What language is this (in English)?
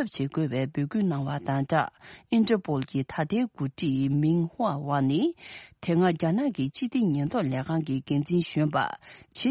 Tibetan